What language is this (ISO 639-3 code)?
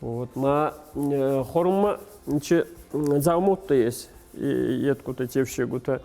oss